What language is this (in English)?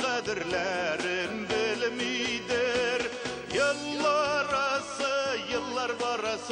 Bashkir